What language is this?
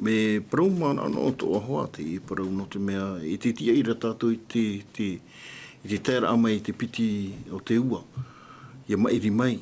Tahitian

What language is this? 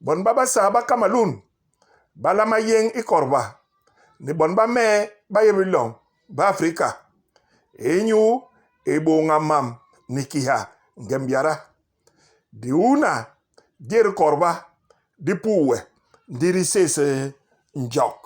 Basaa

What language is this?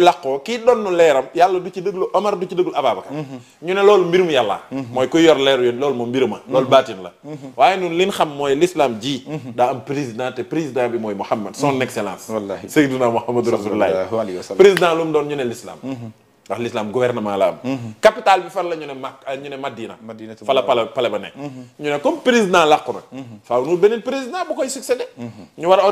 Wolof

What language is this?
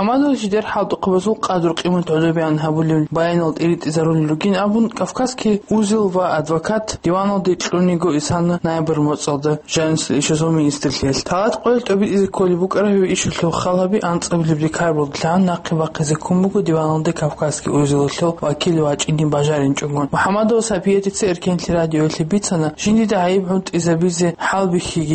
Avaric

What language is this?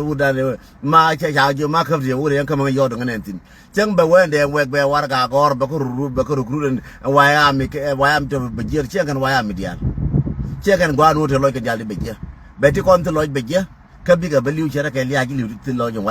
Nuer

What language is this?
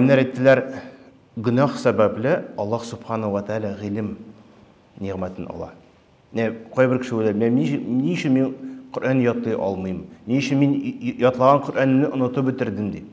Tatar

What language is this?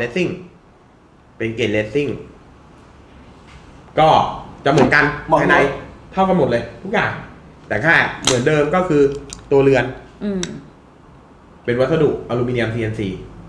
Thai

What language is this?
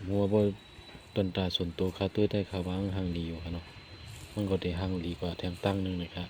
Shan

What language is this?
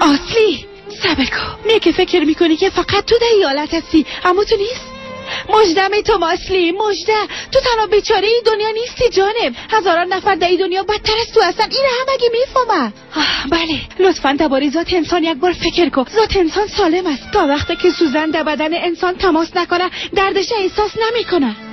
Persian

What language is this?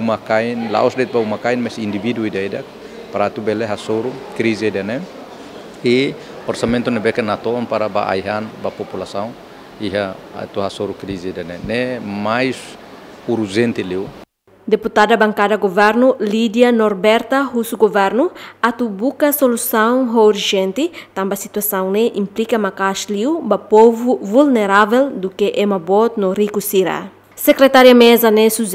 Tetum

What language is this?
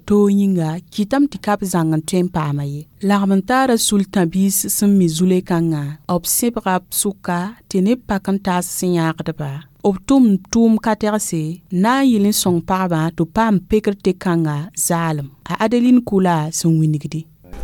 Mossi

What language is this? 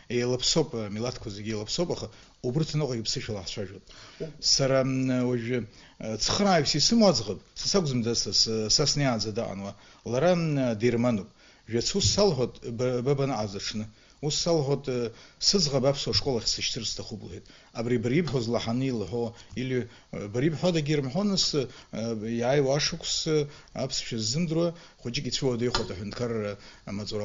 Abkhazian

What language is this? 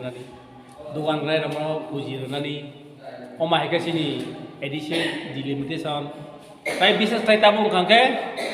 Kok Borok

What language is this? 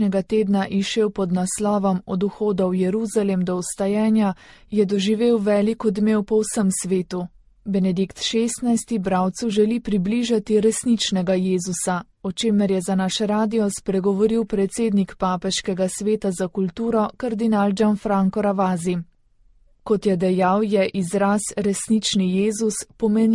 Slovenian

